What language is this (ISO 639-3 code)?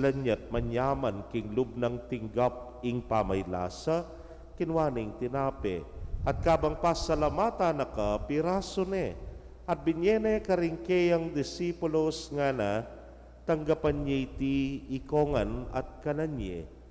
pam